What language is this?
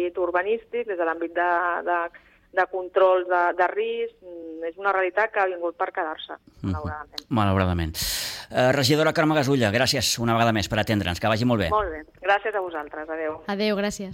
Catalan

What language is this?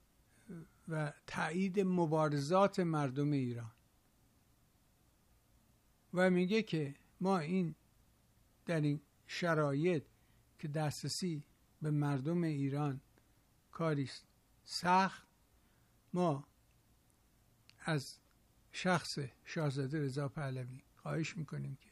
Persian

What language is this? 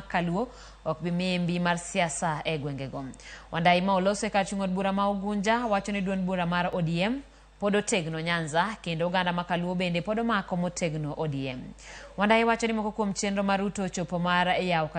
Luo (Kenya and Tanzania)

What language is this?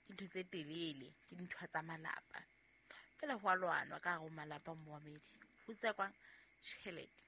Southern Sotho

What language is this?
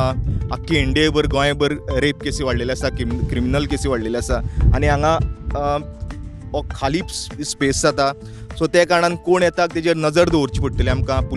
Konkani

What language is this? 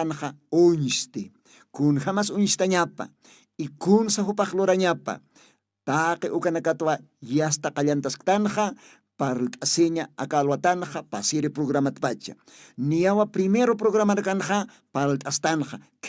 Aymara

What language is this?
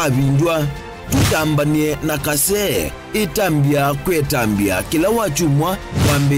Kamba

